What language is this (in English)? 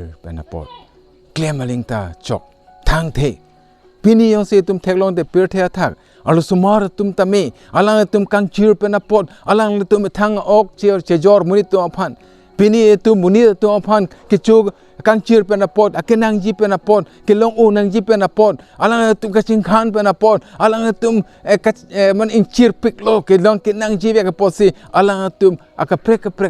Karbi